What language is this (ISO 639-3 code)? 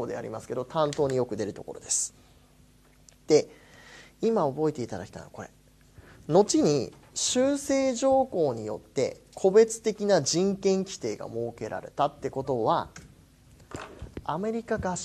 jpn